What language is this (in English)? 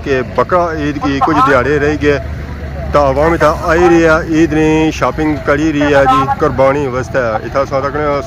Pahari-Potwari